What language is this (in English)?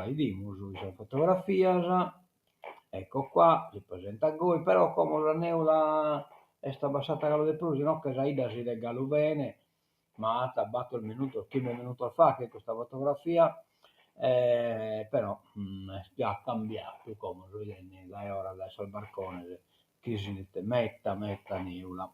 Sardinian